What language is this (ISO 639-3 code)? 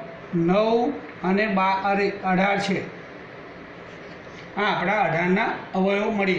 guj